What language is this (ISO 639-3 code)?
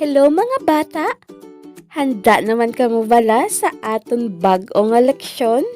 hil